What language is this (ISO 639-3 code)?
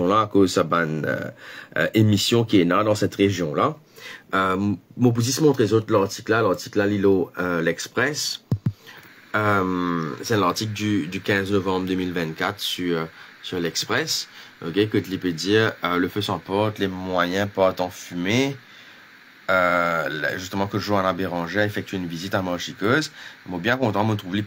mfe